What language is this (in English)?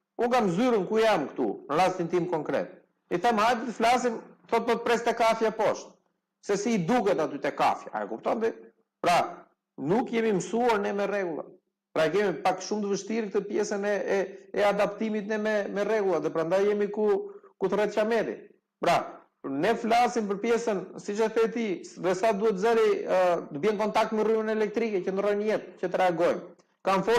Albanian